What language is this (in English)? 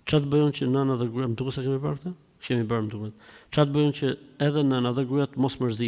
Albanian